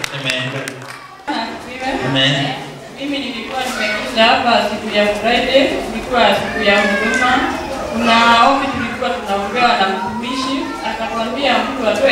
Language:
Swahili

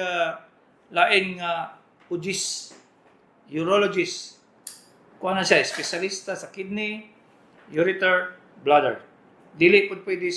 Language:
Cebuano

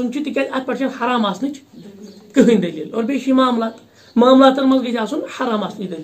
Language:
Kashmiri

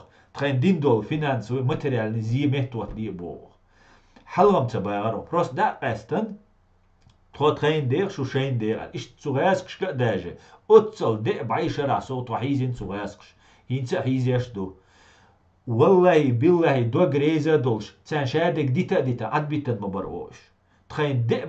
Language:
Chechen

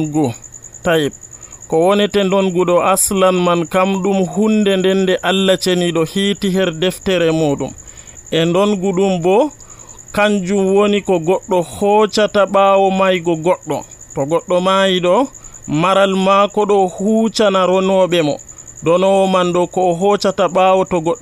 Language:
Nigerian Fulfulde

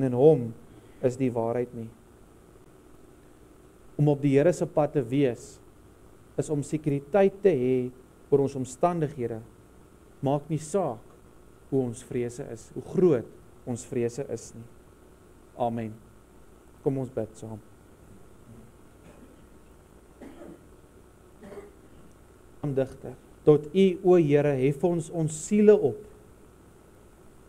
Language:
Afrikaans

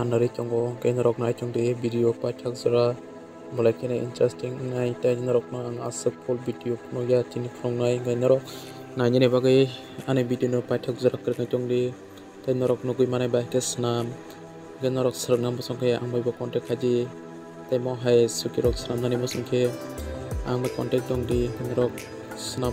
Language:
Kok Borok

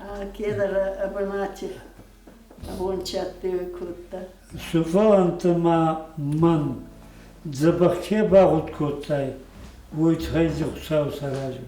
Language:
Ossetic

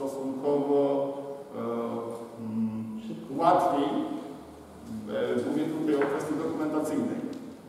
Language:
Polish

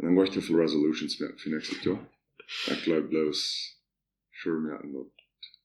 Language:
Plautdietsch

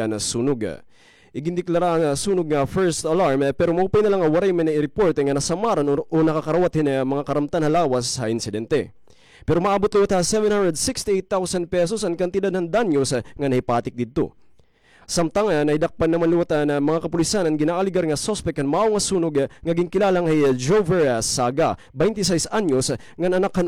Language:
Waray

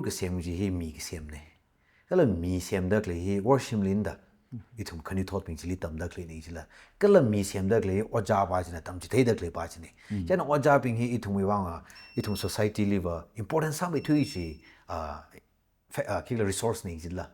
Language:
Tangkhul Naga (India)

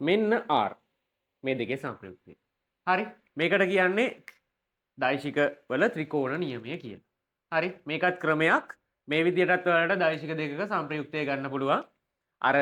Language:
Sinhala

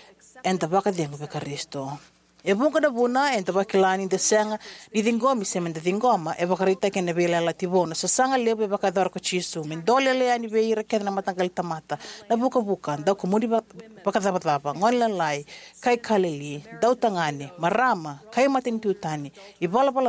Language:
Fijian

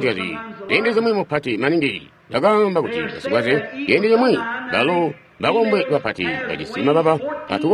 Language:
Tonga (Zambia)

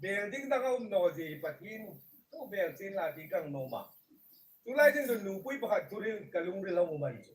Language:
Hmar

